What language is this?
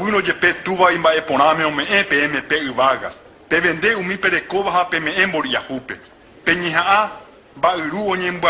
Guarani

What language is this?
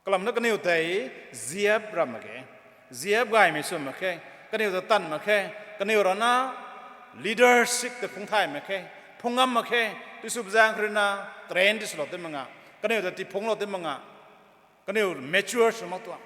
Rongmei Naga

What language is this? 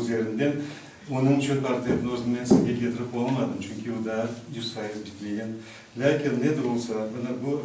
Crimean Tatar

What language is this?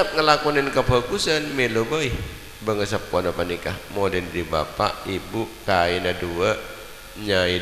Madurese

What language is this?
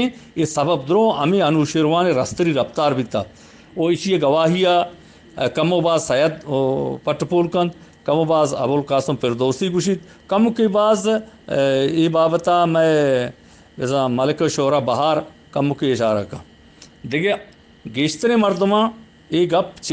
Eastern Balochi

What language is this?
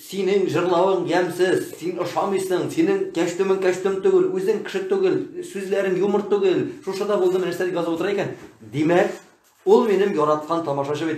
Tatar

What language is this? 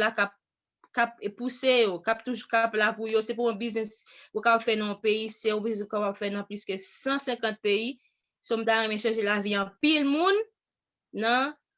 Haitian Creole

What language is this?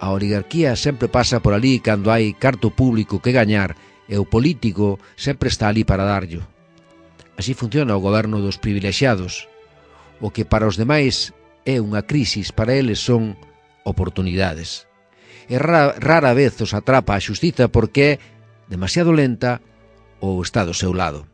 Galician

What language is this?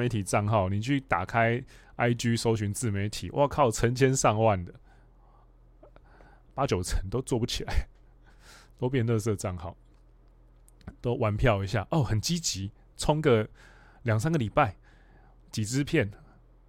Chinese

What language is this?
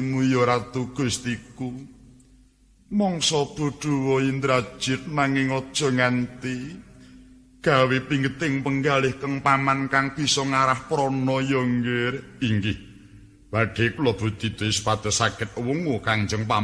Javanese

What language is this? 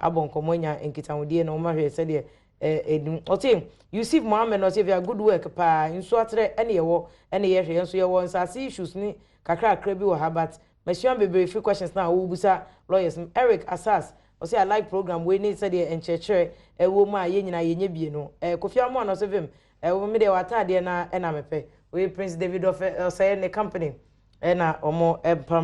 Akan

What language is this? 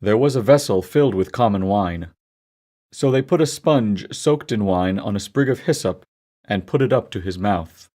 English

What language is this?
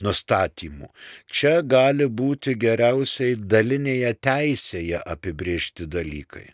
Lithuanian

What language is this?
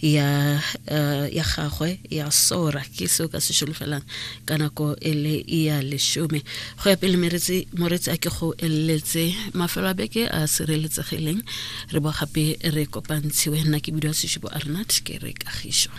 Tswana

